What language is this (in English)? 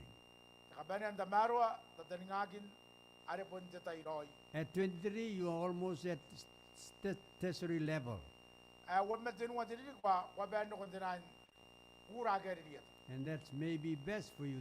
Gilbertese